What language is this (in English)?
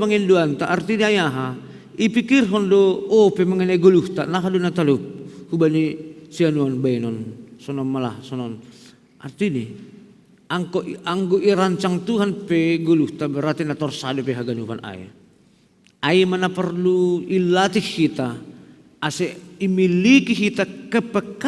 Batak Simalungun